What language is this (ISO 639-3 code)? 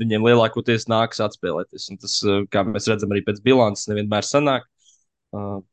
lav